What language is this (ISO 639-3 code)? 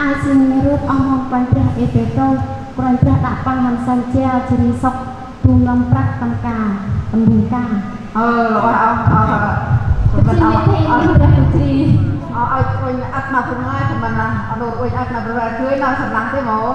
cmo